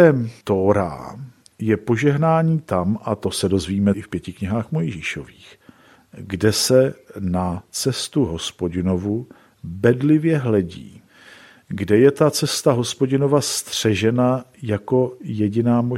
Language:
Czech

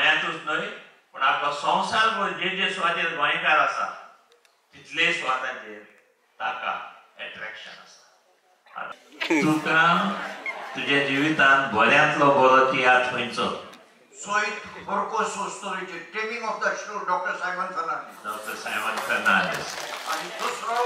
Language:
Konkani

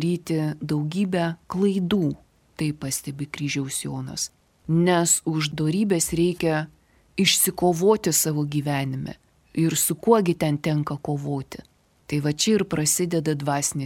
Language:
Lithuanian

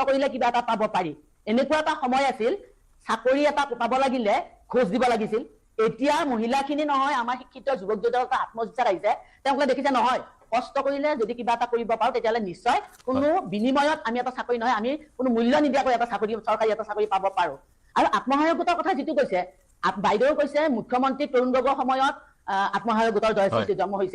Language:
Assamese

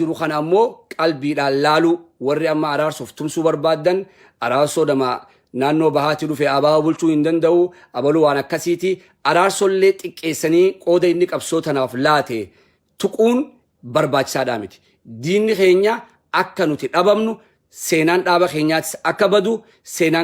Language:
Oromo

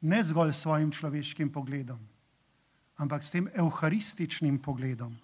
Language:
Slovenian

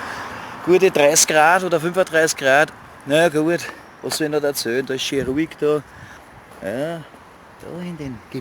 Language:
Bavarian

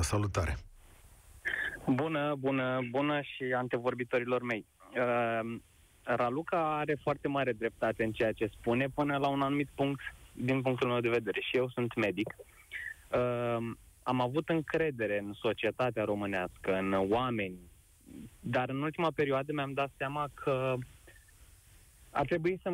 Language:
Romanian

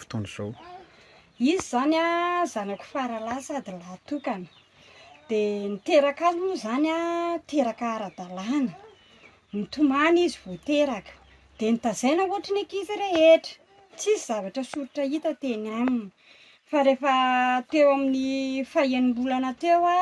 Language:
Malagasy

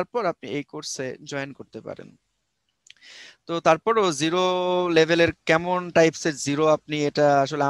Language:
Bangla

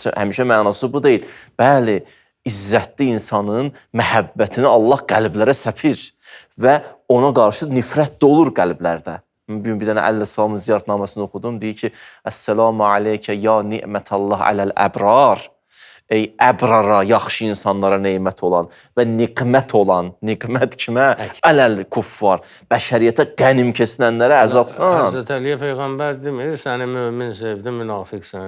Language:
Azerbaijani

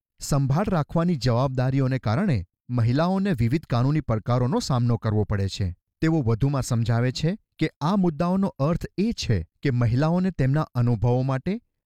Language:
Gujarati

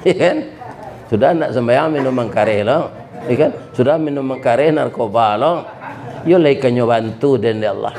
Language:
Minangkabau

